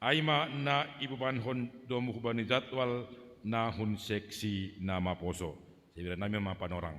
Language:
Batak Simalungun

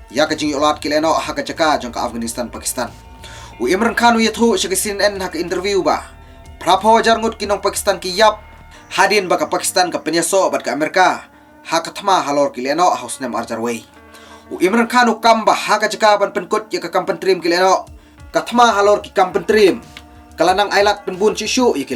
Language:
Khasi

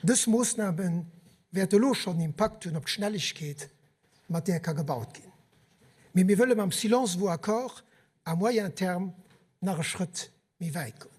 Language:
Luxembourgish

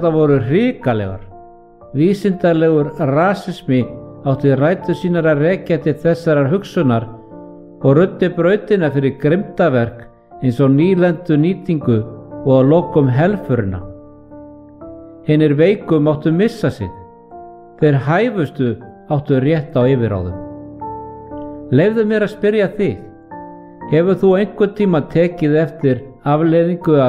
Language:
Icelandic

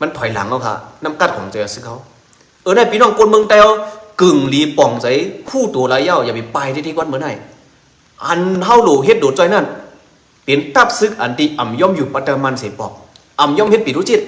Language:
Shan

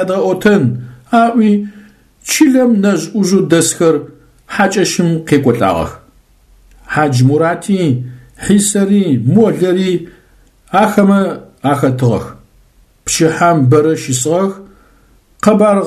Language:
Adyghe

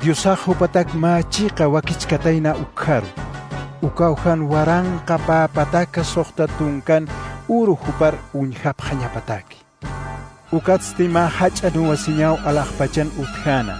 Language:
Aymara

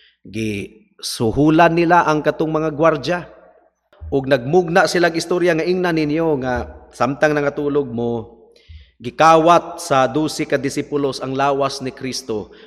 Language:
Cebuano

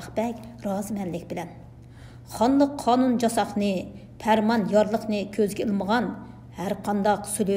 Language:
Uyghur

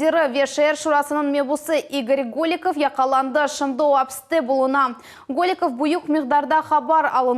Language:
Crimean Tatar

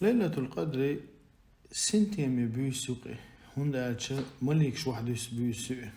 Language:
Chechen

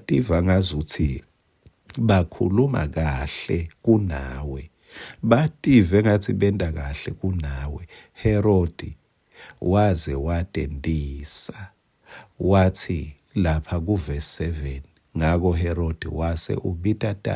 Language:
Swati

